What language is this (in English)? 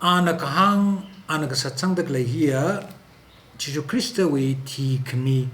Tangkhul Naga (India)